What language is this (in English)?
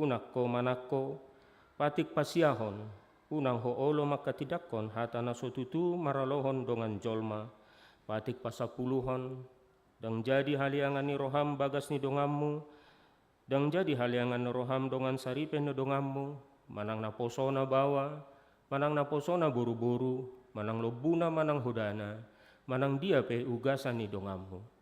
Batak Toba